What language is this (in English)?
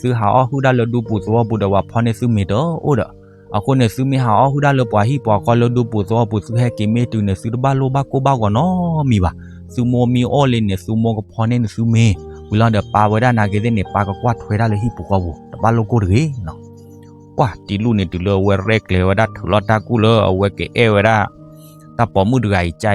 S'gaw Karen